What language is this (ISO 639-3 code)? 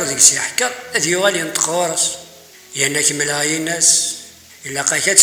kab